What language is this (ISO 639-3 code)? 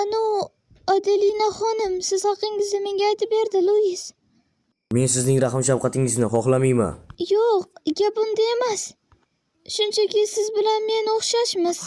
uzb